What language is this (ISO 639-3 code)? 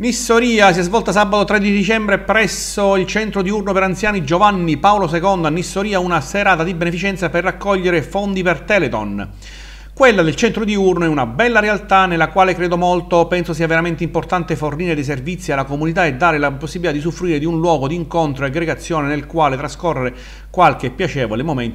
ita